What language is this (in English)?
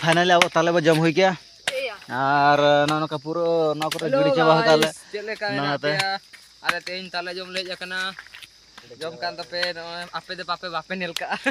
Santali